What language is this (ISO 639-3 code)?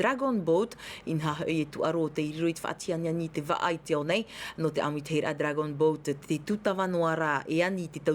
tah